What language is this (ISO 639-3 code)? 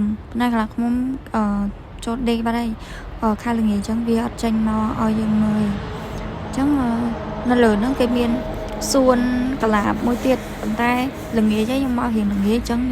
khm